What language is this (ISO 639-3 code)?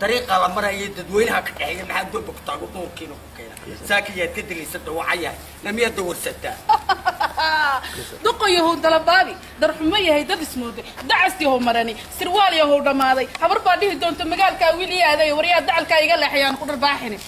som